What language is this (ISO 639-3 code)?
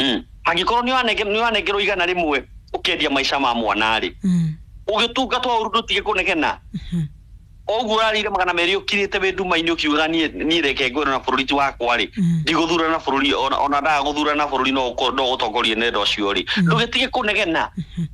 kik